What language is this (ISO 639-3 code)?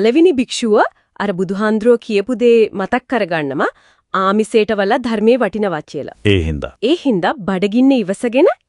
sin